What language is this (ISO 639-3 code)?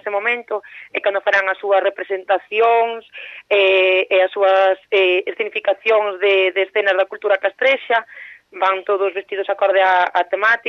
glg